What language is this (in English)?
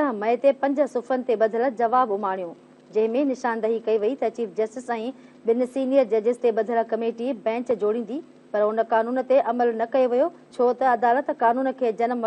Sindhi